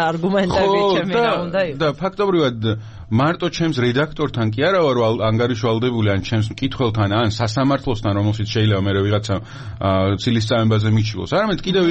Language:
Georgian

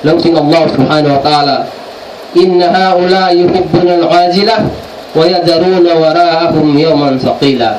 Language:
Tausug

